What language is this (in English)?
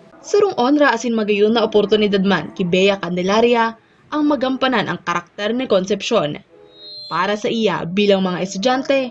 Bikol